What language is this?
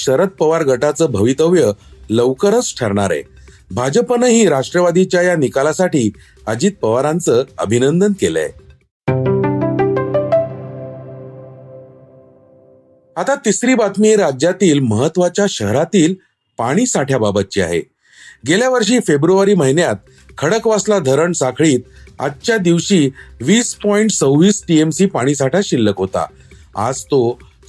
Marathi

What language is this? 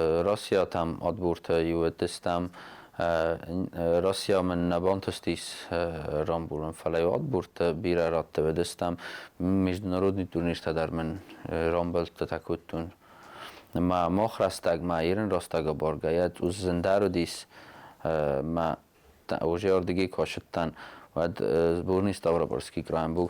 Ossetic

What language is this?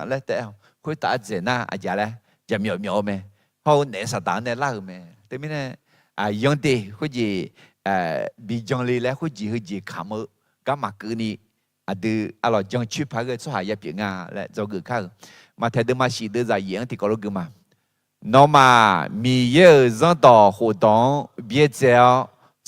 Akha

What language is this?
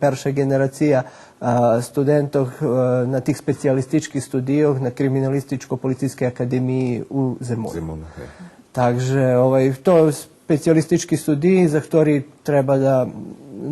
Rusyn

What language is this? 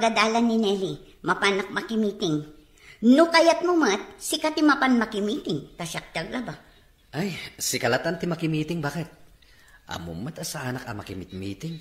Iloko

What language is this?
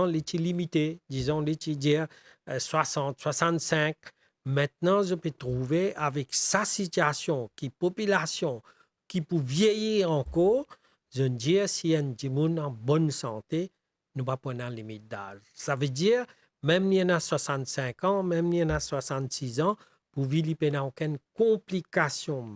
Morisyen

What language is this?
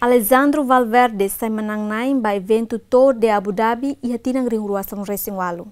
Tetum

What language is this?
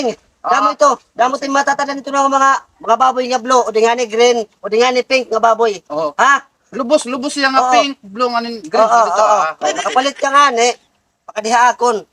Waray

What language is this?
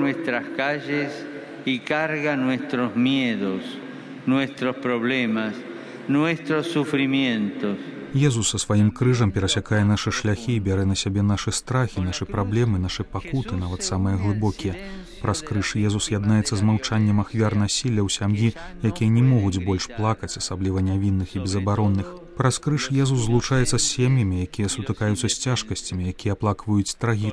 Belarusian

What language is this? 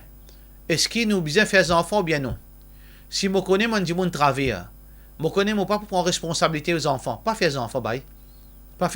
Morisyen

